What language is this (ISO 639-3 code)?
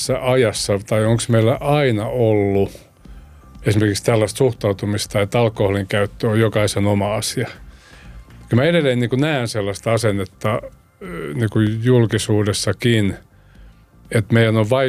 fin